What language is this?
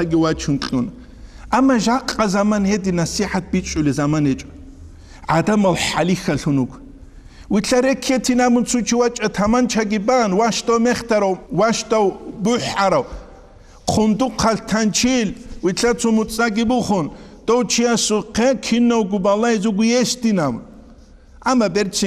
Avaric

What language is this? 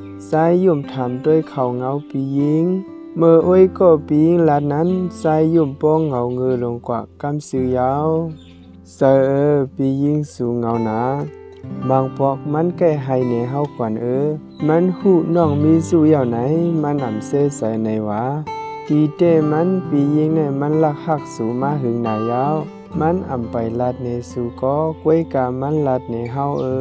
Shan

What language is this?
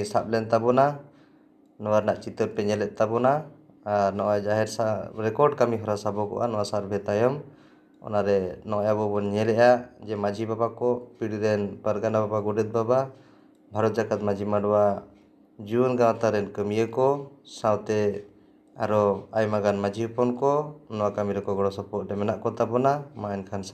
Santali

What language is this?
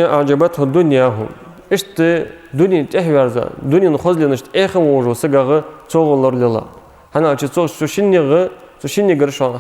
Ingush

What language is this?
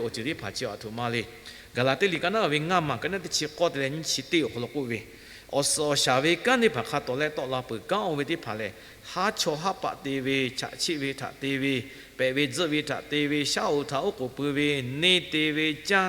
Lahu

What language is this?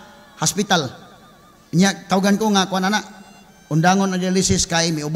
Cebuano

